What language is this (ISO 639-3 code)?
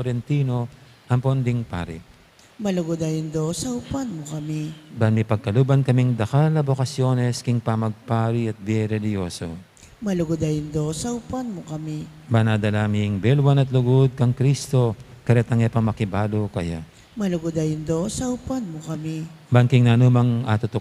pam